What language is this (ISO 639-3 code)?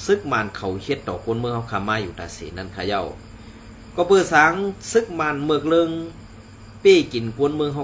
shn